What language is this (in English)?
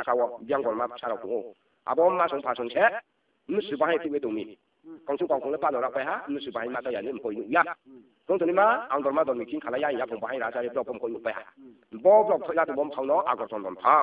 Riang (India)